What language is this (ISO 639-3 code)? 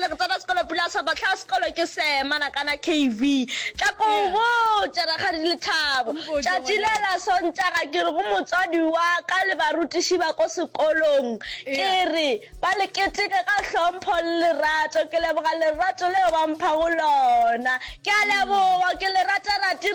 nso